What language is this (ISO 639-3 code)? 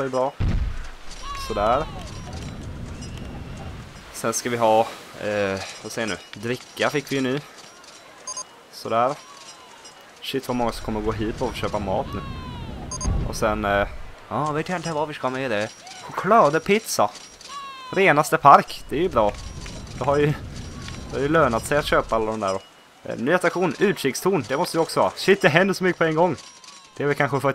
swe